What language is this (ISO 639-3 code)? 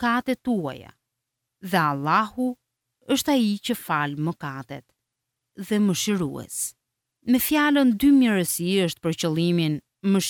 sqi